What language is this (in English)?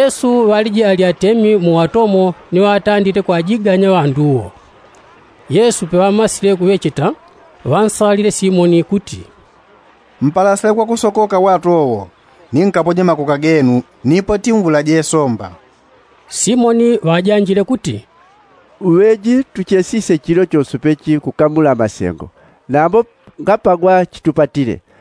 Yao